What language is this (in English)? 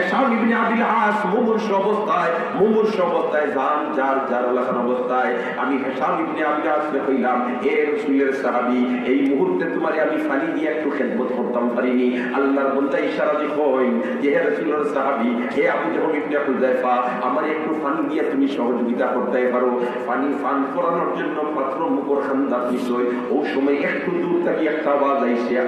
Sylheti